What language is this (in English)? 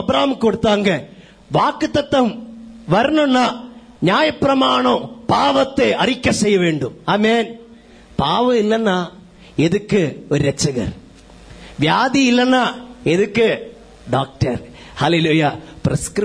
Tamil